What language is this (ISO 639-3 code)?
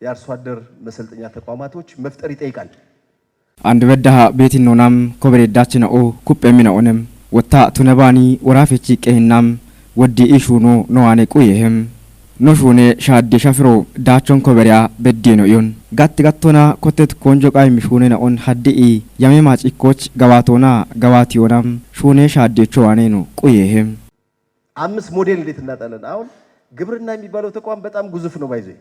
kbr